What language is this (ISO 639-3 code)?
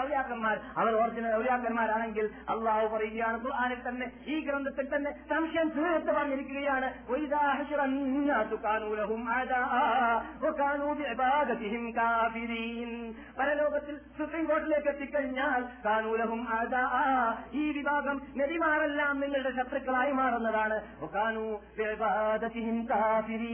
mal